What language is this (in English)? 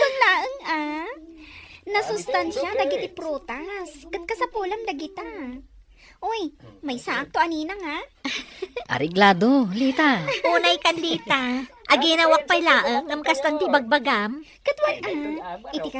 Iloko